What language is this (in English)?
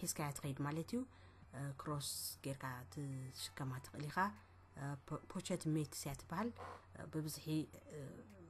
Tigrinya